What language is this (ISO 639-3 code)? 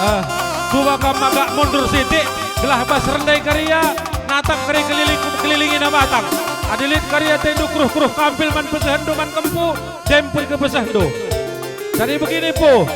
btx